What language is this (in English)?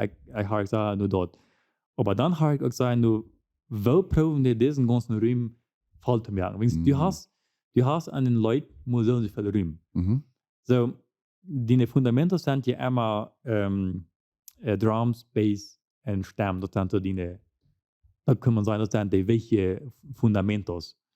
Plautdietsch